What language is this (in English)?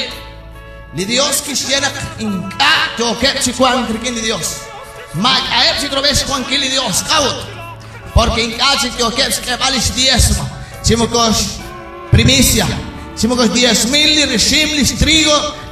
Kekchí